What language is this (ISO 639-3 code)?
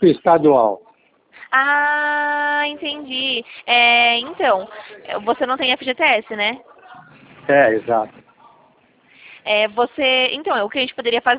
por